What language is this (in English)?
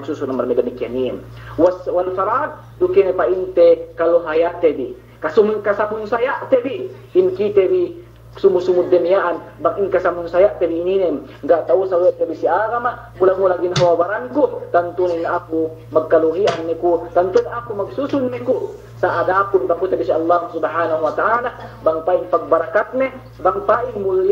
Yakan